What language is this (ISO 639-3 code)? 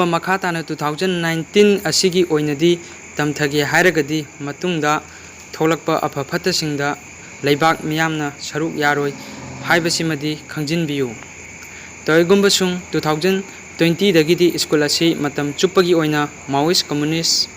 mni